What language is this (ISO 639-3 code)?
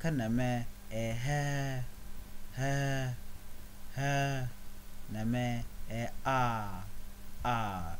nus